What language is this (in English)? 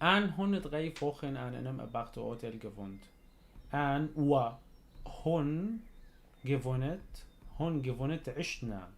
North Levantine Arabic